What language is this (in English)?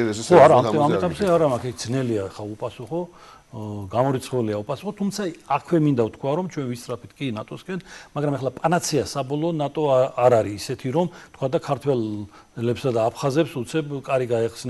Georgian